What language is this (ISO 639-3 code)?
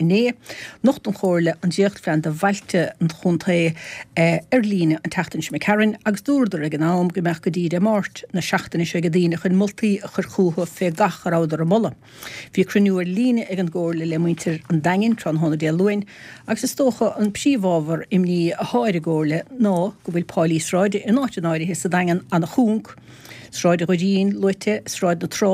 gle